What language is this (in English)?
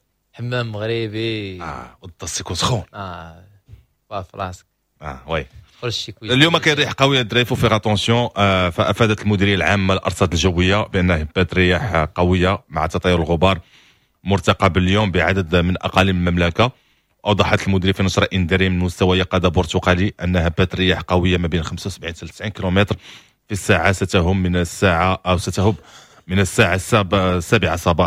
Moroccan Arabic